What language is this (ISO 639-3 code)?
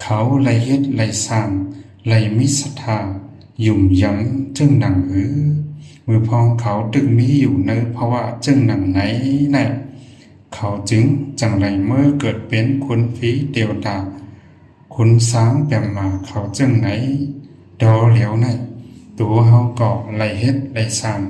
lao